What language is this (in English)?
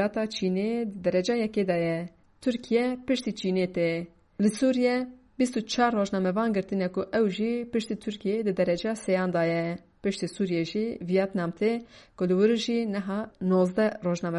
Kurdish